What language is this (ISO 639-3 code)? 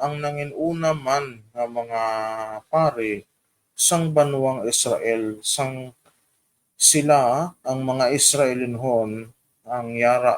hil